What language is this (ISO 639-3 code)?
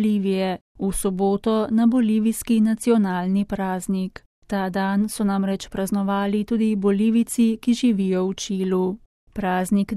slv